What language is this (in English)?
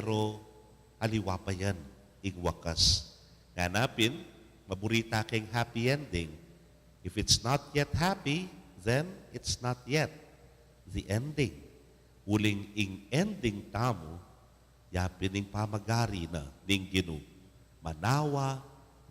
Pampanga